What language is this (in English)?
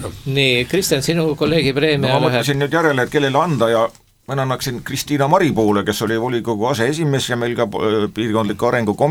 Estonian